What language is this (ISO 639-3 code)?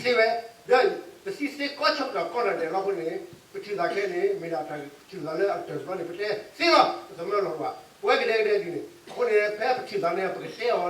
ksw